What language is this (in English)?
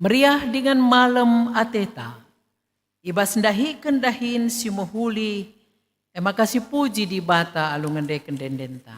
Batak Karo